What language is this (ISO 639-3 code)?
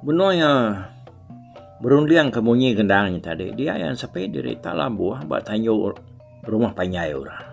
iba